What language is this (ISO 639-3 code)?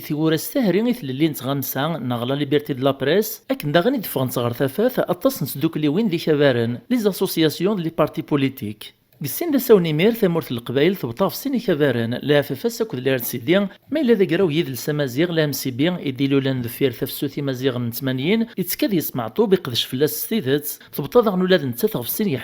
kab